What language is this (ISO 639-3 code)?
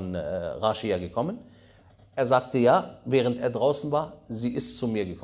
deu